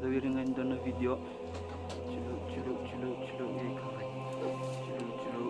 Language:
Fijian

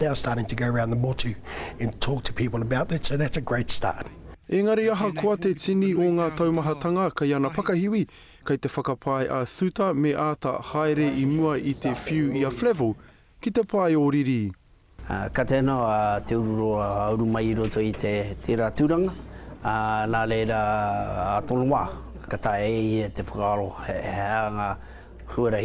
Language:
Māori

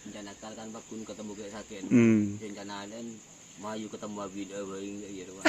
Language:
Madurese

